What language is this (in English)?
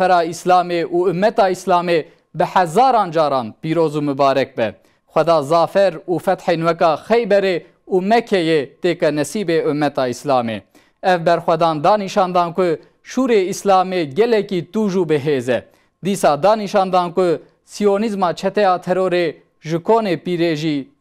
Kurdish